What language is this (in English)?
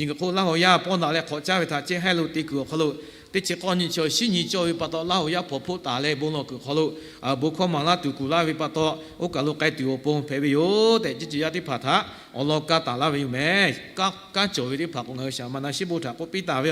Lahu